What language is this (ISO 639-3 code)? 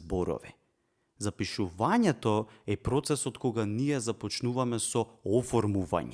mkd